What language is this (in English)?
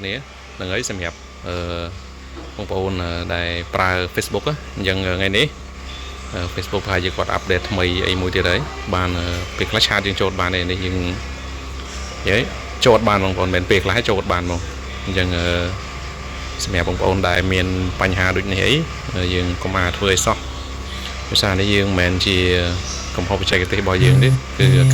Khmer